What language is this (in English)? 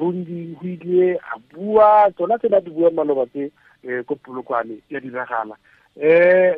Tswana